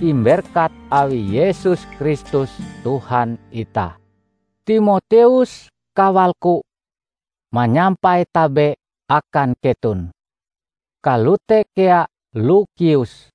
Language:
Ngaju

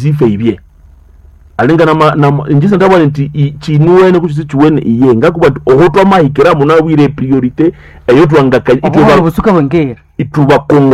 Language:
Nande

